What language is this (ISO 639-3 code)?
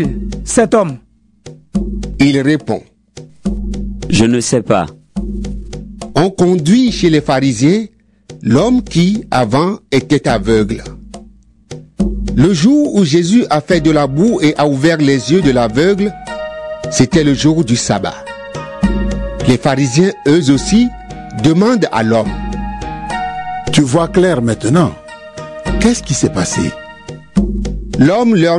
fra